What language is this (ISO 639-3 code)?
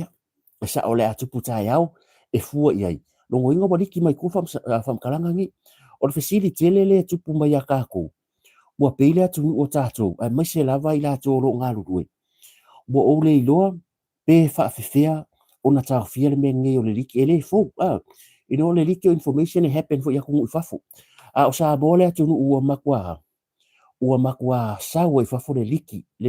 smo